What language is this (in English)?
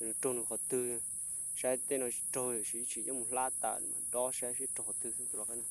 Hmong